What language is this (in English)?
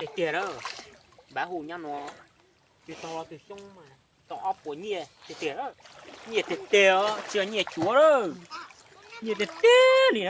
Hmong